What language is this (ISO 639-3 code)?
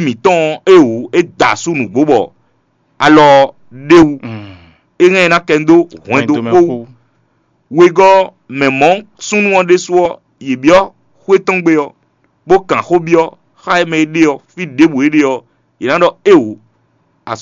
fon